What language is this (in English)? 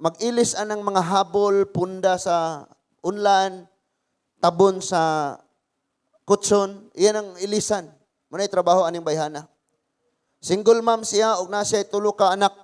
Cebuano